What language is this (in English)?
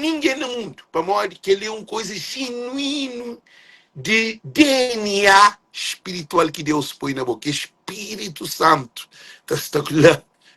Kabuverdianu